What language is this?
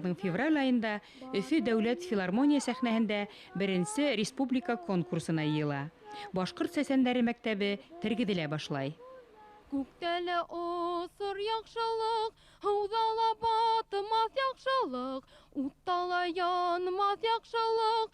Bashkir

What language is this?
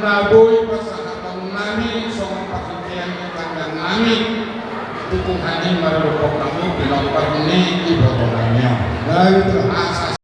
Batak Toba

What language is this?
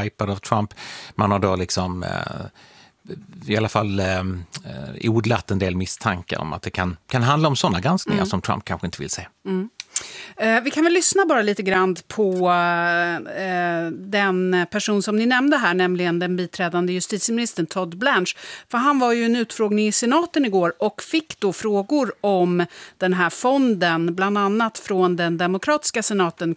Swedish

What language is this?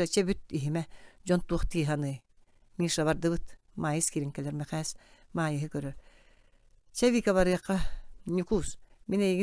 Yakut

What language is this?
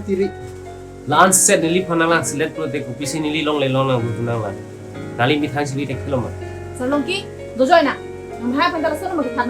Karbi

